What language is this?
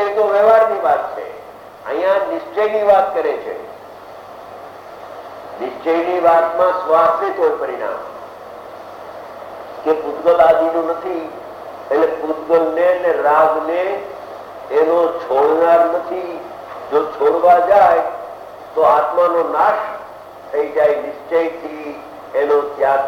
Gujarati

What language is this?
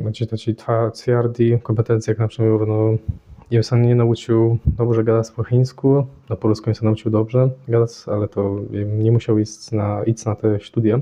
Kashubian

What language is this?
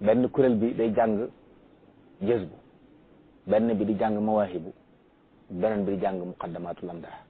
Wolof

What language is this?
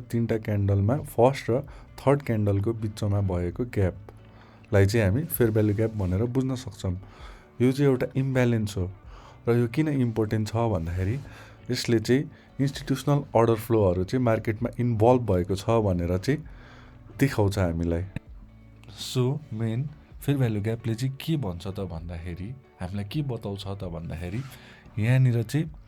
Nepali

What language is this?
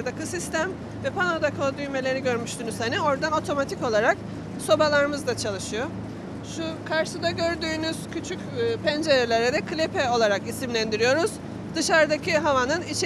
Turkish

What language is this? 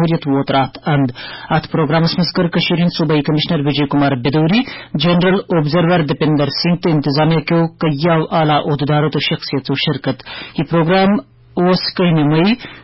Kashmiri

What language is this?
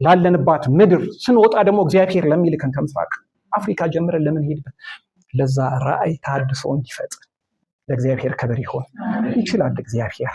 Amharic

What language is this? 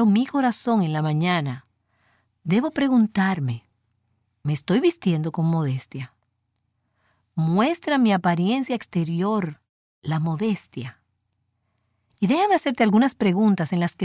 Spanish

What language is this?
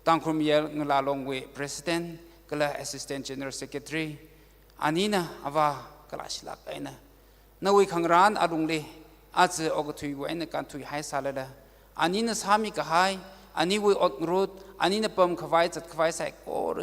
Tangkhul Naga (India)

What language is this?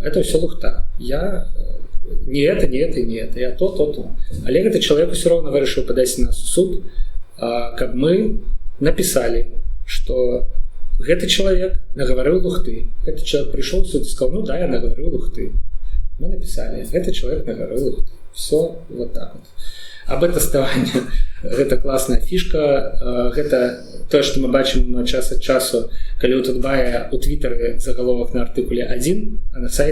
Belarusian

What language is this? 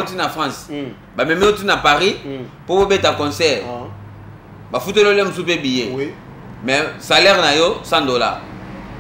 Lingala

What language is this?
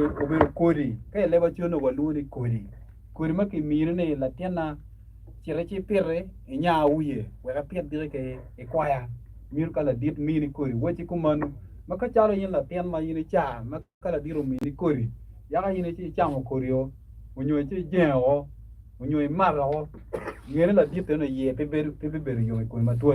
Acoli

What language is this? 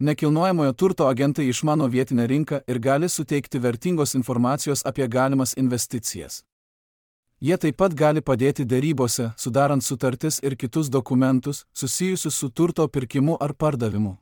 Lithuanian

